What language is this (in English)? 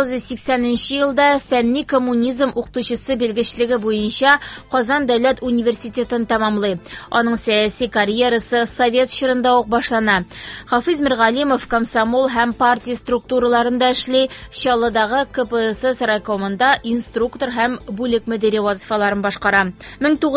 Tatar